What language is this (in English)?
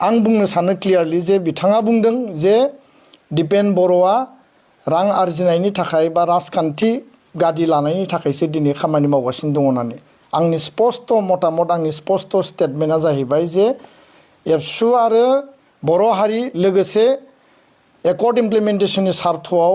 Bodo